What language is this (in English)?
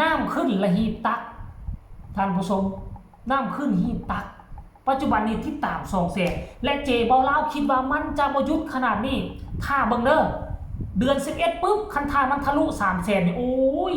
Northeastern Thai